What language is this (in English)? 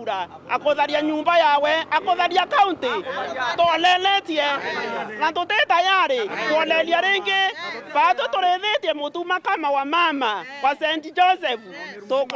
Meru